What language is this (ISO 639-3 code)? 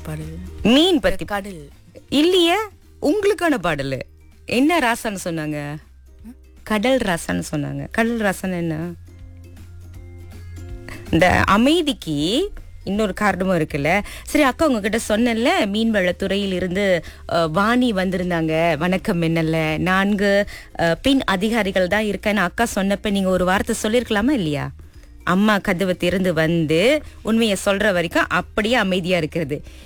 tam